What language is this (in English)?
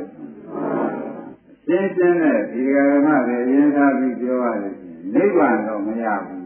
Burmese